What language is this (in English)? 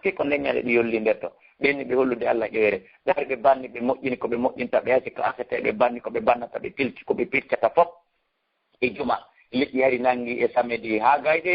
Fula